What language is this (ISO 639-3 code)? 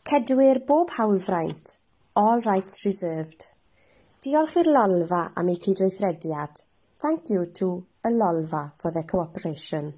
cym